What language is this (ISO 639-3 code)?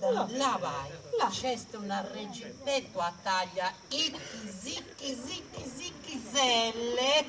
srd